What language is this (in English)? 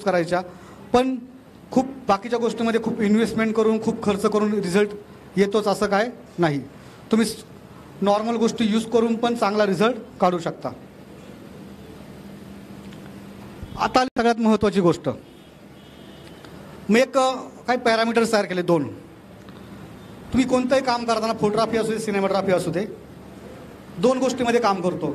Marathi